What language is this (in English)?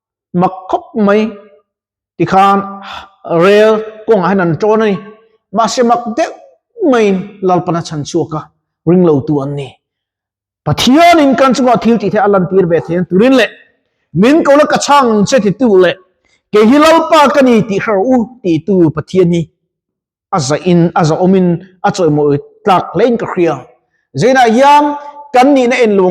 Mizo